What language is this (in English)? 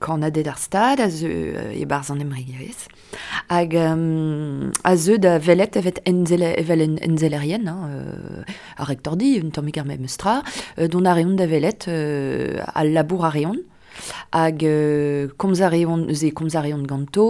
Breton